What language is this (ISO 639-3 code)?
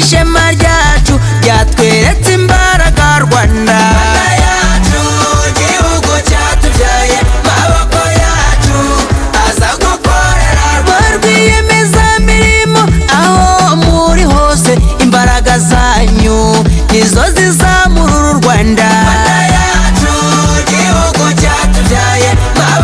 kin